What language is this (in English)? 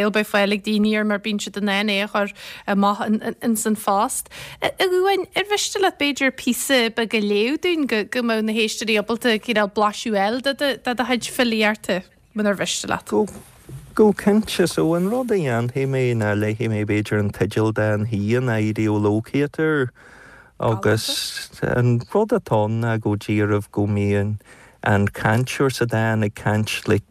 Irish